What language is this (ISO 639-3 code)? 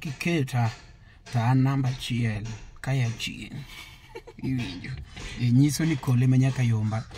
luo